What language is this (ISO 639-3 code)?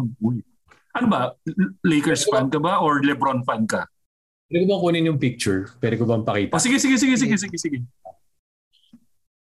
fil